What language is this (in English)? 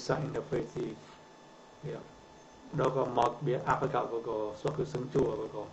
Mon